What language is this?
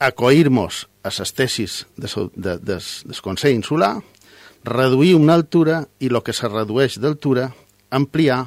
Catalan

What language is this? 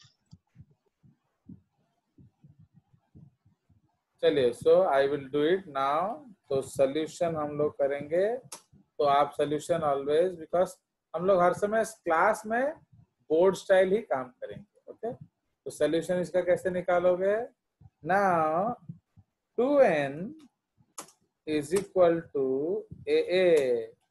Hindi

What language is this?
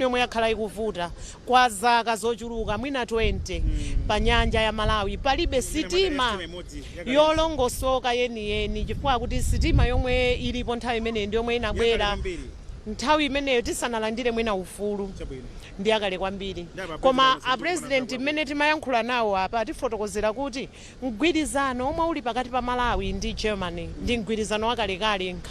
Nyanja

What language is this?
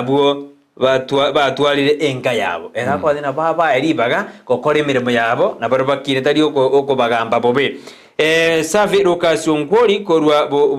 Gusii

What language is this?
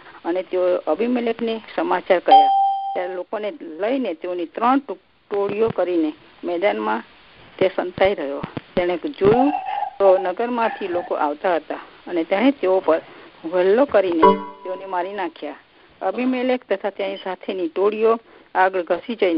Gujarati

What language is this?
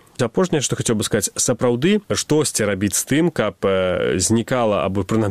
Belarusian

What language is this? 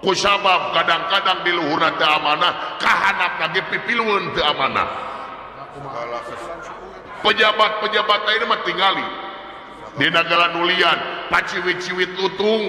Sundanese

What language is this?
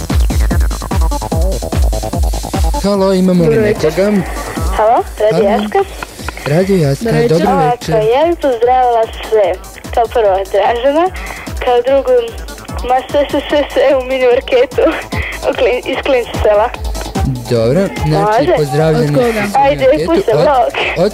Croatian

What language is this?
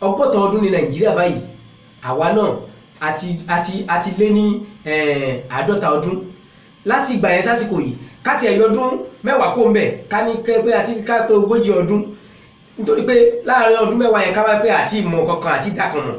Yoruba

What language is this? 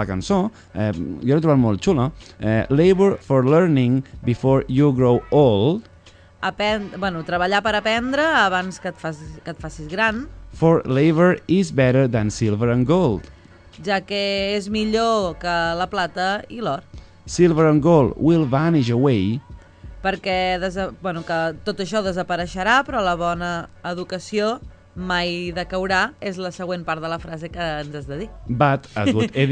Catalan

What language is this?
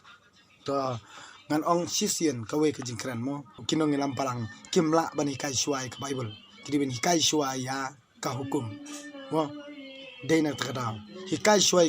Khasi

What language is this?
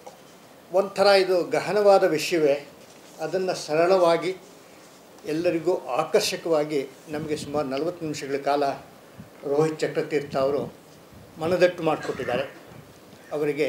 Kannada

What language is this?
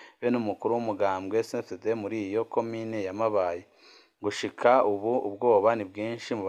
Rundi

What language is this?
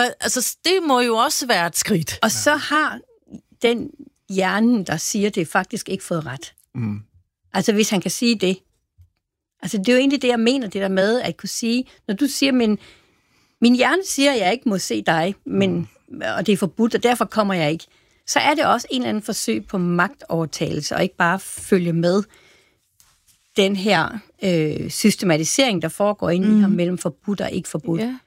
Danish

